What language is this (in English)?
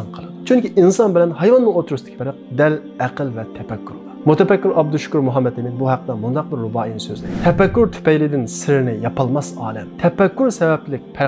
Uyghur